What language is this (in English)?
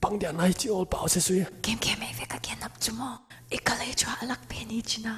Paite Chin